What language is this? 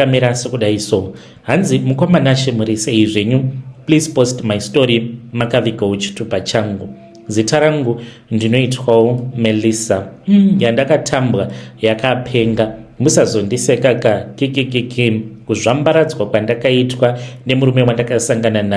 Shona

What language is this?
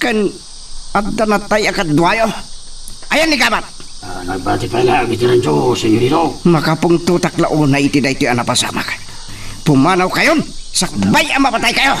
Iloko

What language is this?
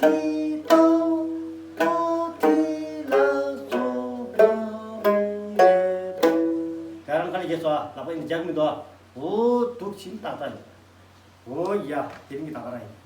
Tibetan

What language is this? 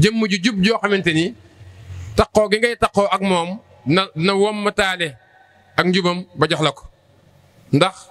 Wolof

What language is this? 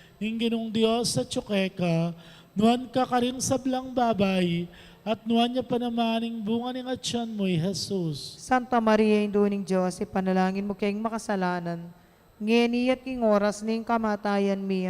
Pampanga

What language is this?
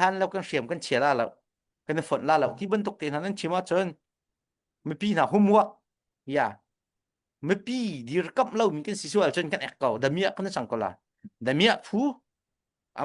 Hakha Chin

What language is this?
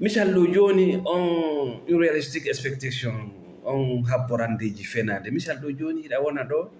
Fula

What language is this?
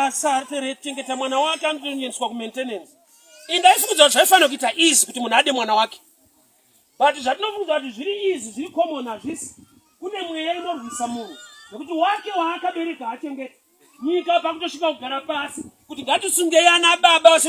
Shona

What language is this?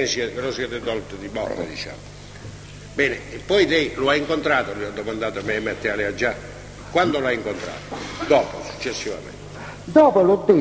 Italian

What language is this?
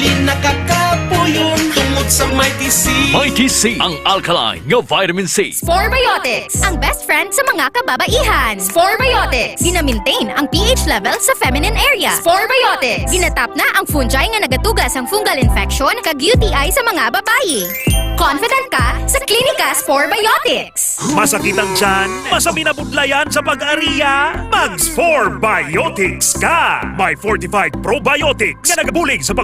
Hiligaynon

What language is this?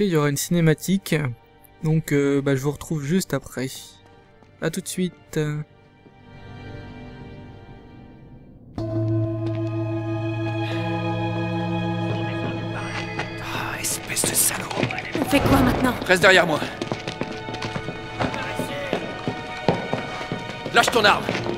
French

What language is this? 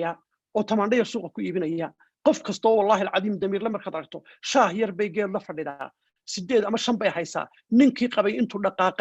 Somali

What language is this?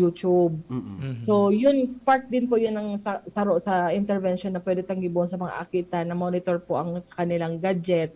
Bikol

